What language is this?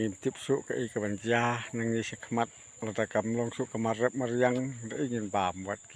Khasi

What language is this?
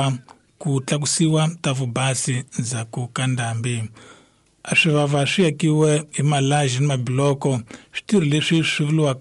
Tsonga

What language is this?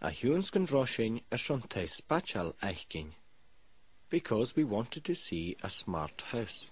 Scottish Gaelic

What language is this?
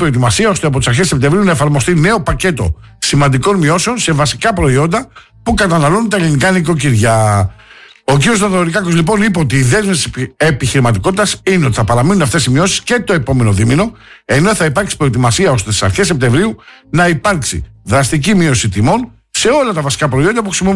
Greek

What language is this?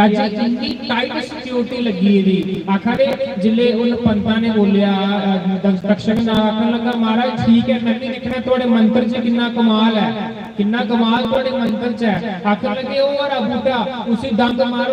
Dogri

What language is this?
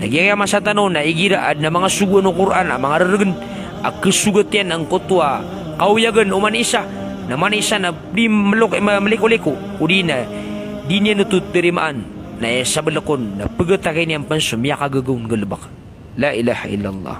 Maranao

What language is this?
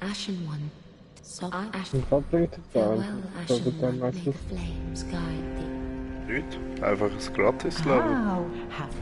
Swiss German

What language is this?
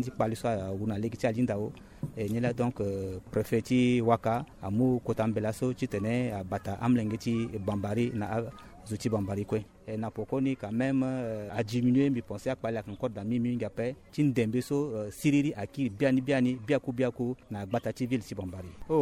Sango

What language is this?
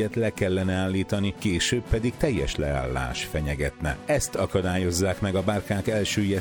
Hungarian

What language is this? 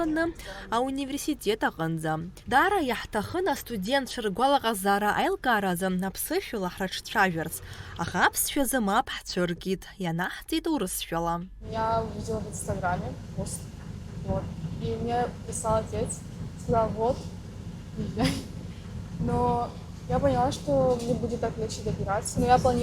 Abkhazian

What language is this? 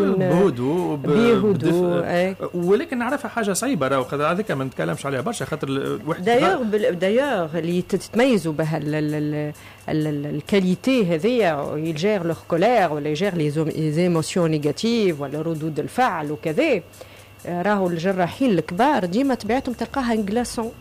Tunisian Arabic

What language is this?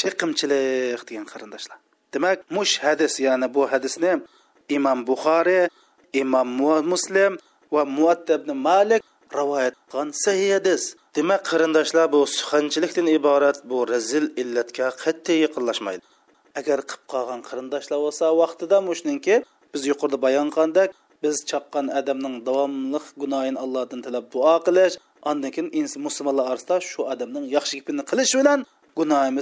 Uyghur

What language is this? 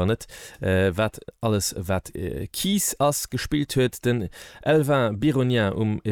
Luxembourgish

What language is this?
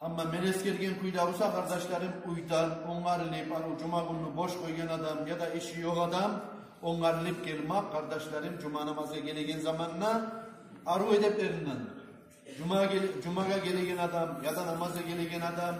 Kumyk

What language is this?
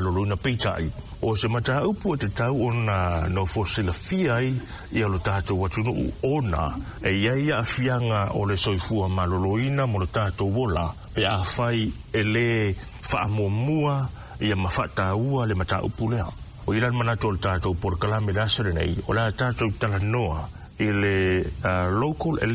Samoan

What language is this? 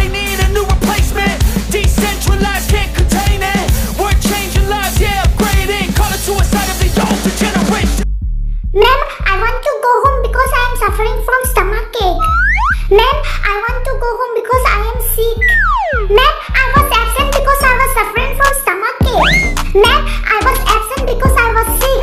Karbi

